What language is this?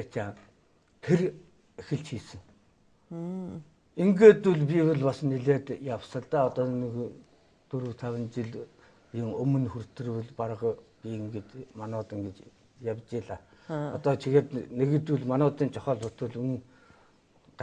Mongolian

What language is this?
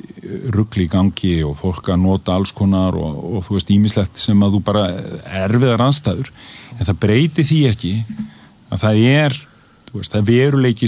Icelandic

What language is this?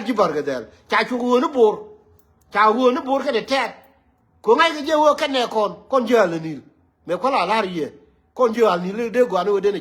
Nuer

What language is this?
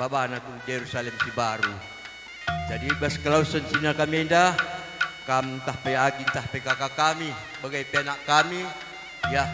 Batak Karo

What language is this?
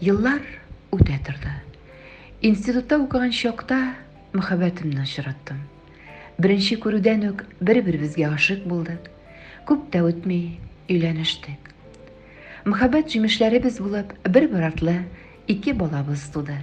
Tatar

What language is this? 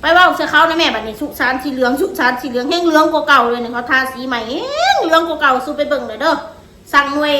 Northeastern Thai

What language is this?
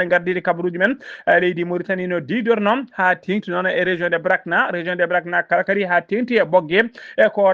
Fula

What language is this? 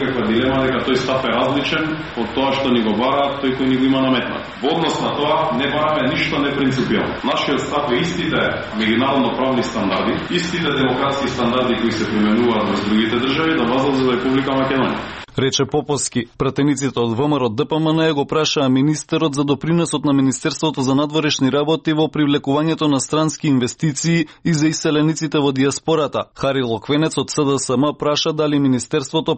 Macedonian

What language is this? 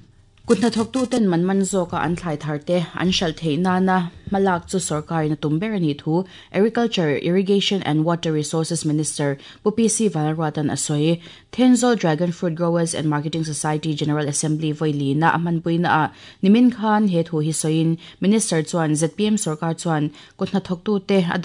Mizo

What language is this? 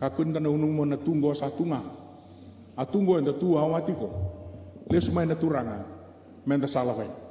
Fijian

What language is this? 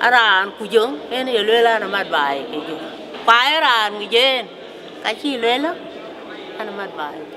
Dinka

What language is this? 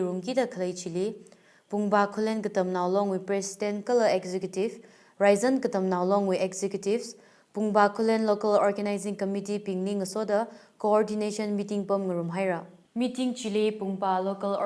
Tangkhul Naga (India)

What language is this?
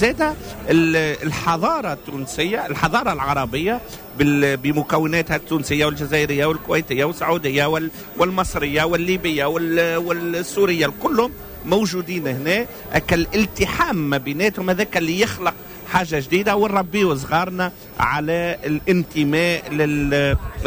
Tunisian Arabic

